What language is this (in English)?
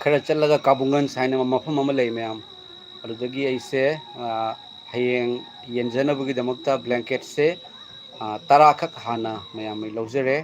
Manipuri